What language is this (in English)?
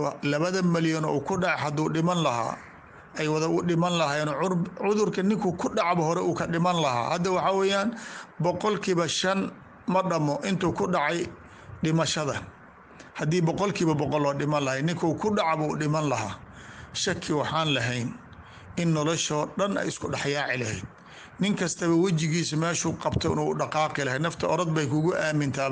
Somali